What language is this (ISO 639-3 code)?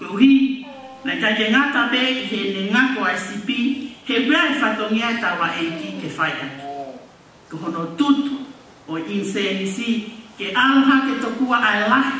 ton